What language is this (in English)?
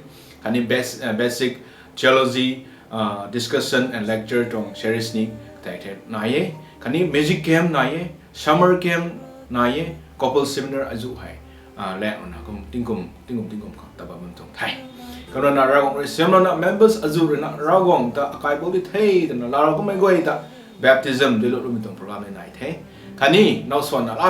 Rongmei Naga